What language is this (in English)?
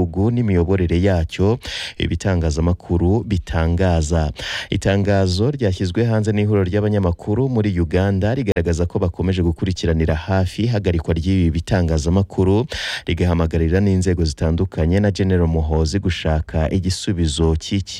Kinyarwanda